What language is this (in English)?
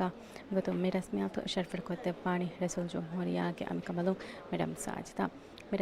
Divehi